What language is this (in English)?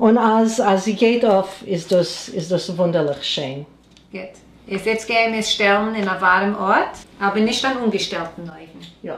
Yiddish